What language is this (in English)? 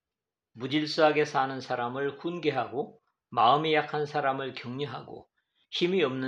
Korean